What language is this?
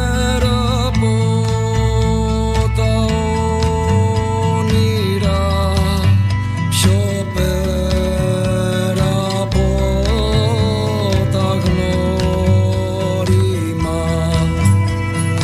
Greek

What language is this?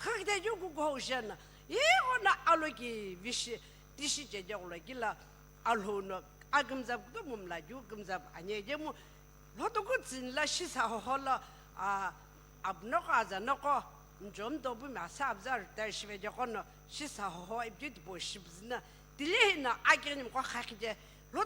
Sumi Naga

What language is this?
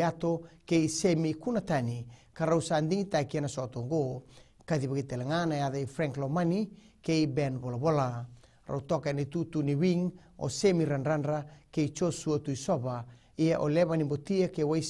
Fijian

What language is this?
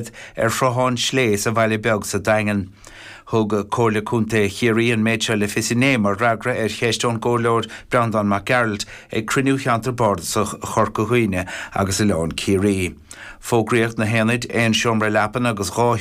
Irish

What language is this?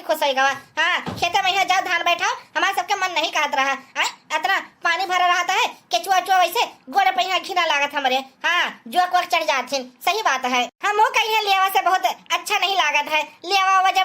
Awadhi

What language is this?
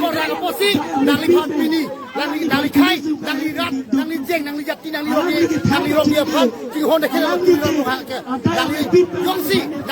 Karbi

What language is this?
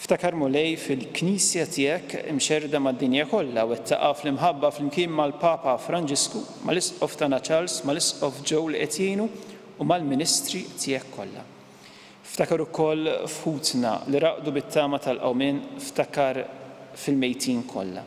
Maltese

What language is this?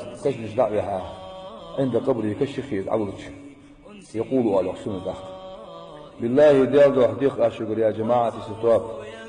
Ingush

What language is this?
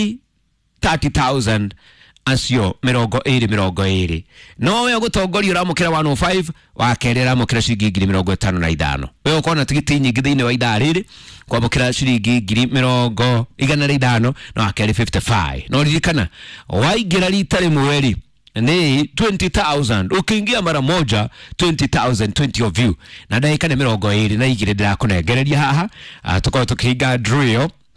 Kikuyu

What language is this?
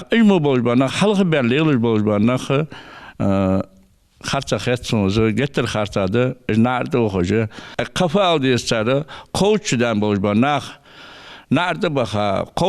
Ingush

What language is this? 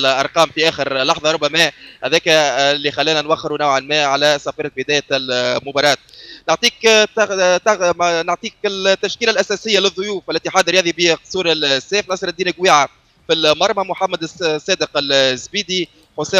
Tunisian Arabic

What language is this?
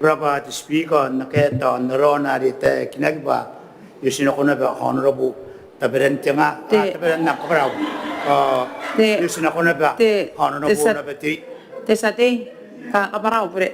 Gilbertese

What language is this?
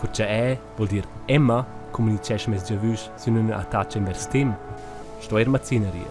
Romansh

